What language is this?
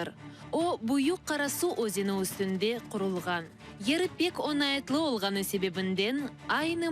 Crimean Tatar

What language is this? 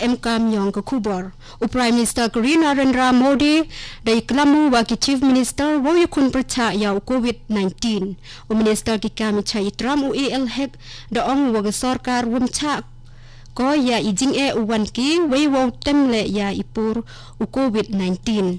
Khasi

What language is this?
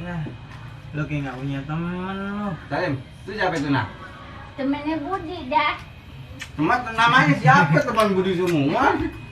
Betawi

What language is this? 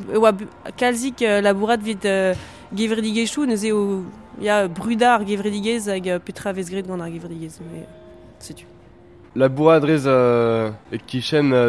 Breton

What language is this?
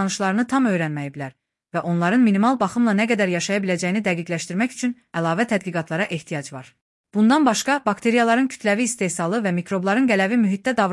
Azerbaijani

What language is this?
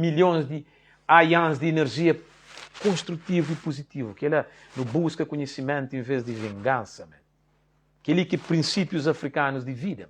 Kabuverdianu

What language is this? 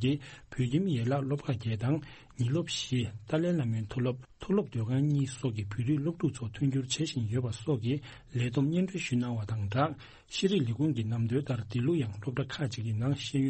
Tibetan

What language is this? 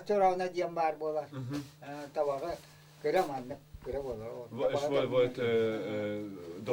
Yakut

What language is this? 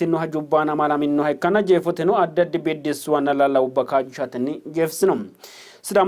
Sidamo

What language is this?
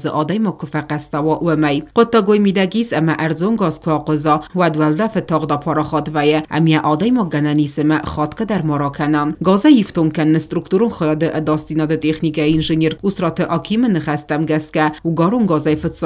Ossetic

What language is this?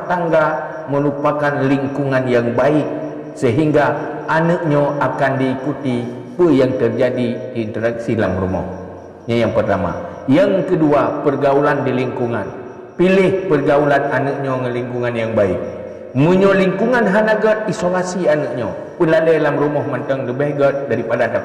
Achinese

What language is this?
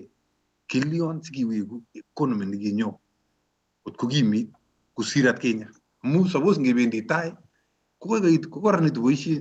Kalenjin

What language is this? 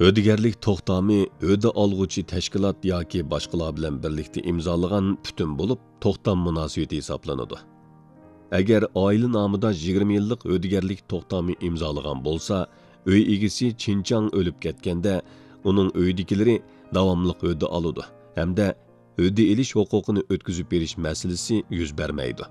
Uyghur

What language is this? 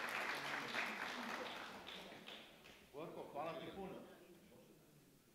Serbian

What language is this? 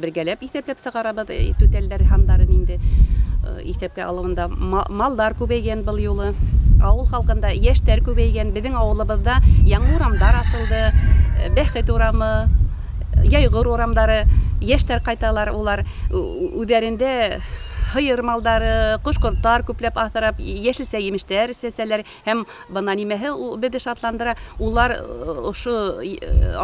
Bashkir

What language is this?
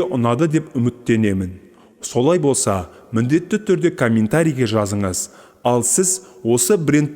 Kazakh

